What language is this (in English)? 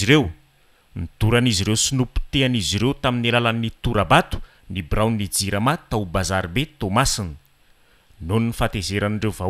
Malagasy